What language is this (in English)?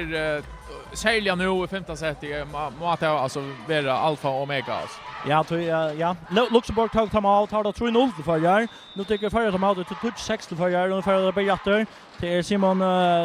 Faroese